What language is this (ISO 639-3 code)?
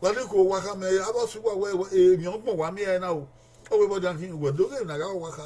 bin